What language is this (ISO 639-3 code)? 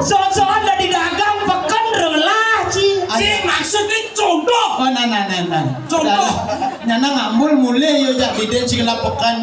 ban